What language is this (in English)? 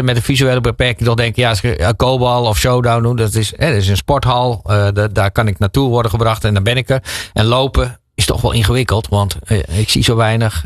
Dutch